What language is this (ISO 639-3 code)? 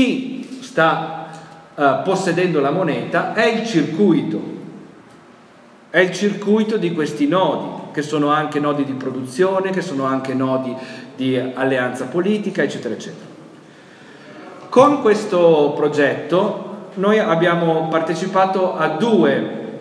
ita